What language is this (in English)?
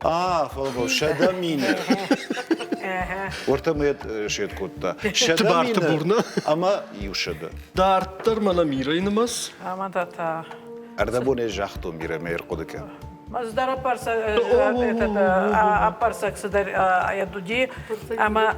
Ossetic